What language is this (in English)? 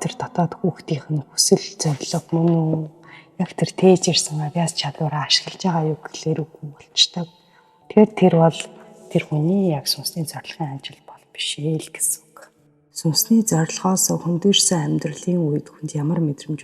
Mongolian